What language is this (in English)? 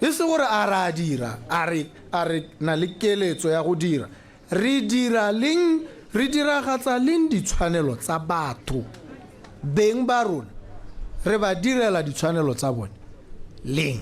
Tswana